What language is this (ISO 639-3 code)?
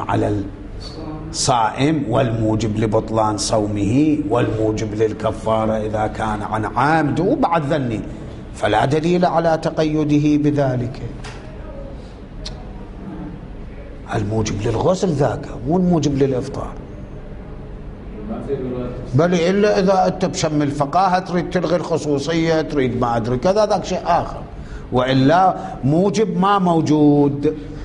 ara